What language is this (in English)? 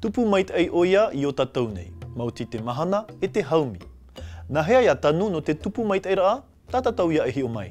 Tahitian